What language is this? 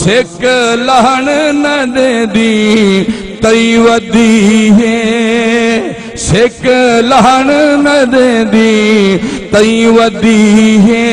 Saraiki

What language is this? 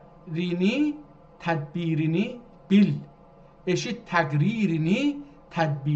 South Azerbaijani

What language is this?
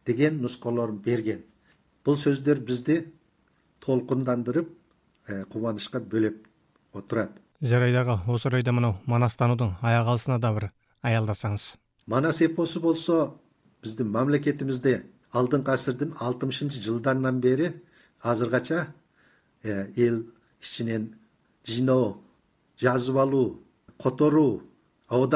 Kazakh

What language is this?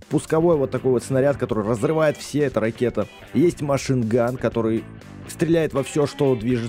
Russian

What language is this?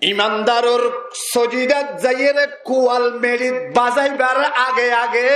Rohingya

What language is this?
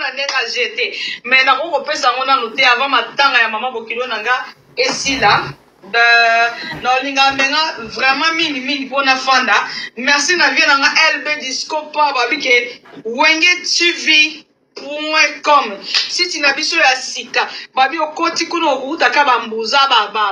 Lingala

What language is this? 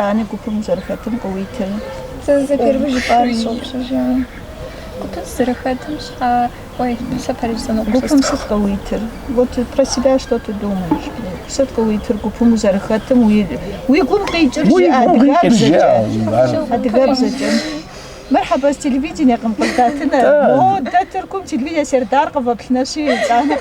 Kabardian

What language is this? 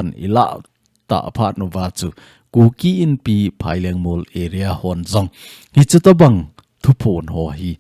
Thado Chin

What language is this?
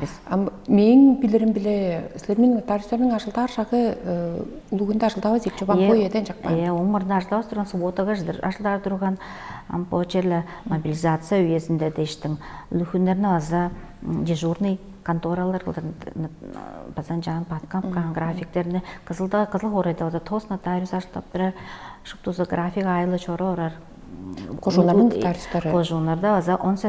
Tuvinian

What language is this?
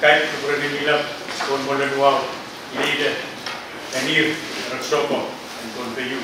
Pohnpeian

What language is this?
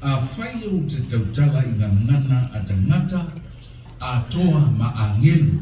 Samoan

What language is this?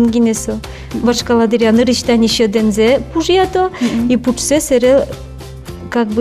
Udmurt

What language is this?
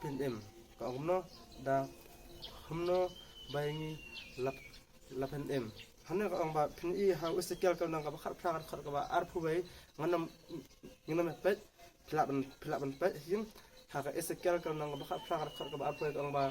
Khasi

